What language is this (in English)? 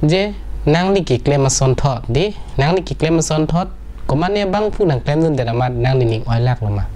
Karbi